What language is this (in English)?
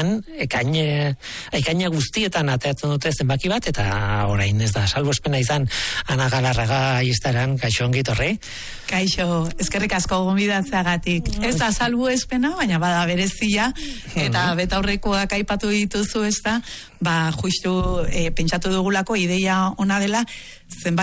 Basque